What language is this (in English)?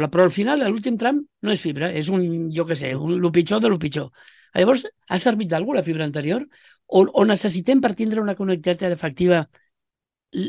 Catalan